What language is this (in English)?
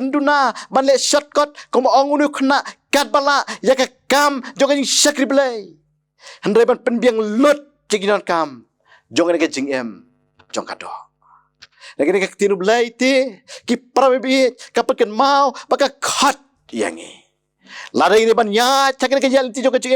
Khasi